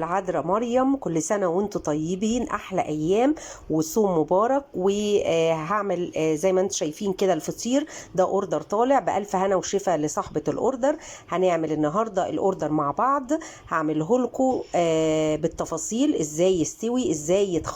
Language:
Egyptian Arabic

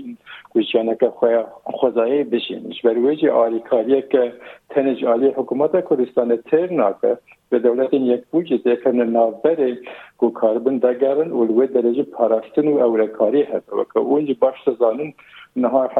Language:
Kurdish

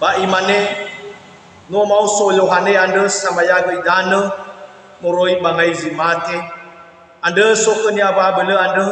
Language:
Nias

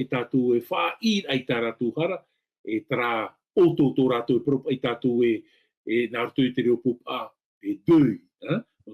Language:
Tahitian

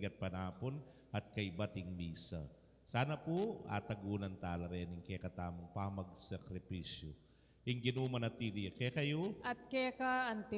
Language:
Pampanga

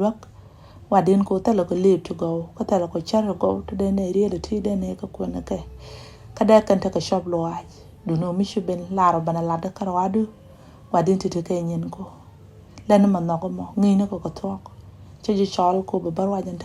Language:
Nuer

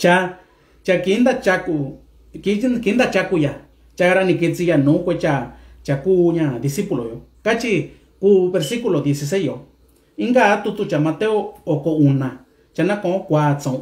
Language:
Mixtepec Mixtec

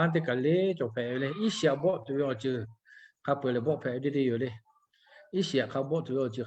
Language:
Lahu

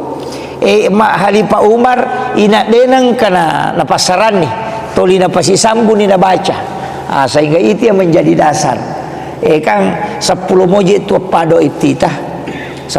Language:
Buginese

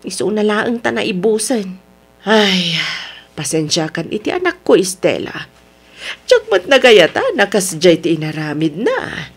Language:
Iloko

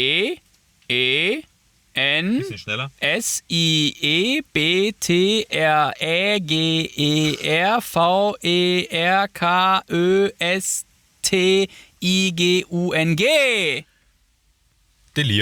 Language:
German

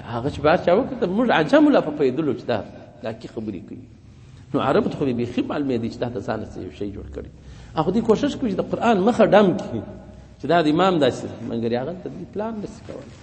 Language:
Pashto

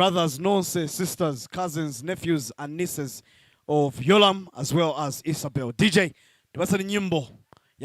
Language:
Nyanja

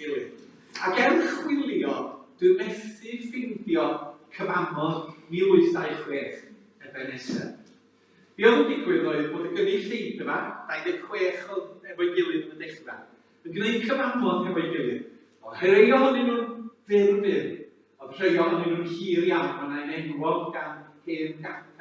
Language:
Welsh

